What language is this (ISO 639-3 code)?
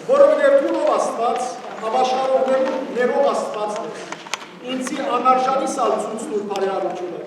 hyw